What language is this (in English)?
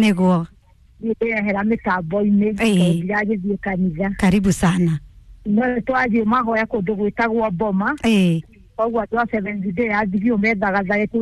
Kikuyu